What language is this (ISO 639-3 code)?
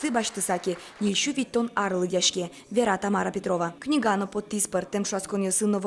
udm